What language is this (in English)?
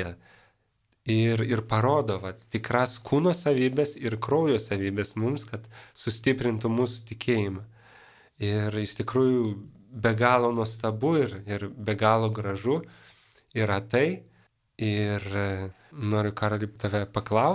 Lithuanian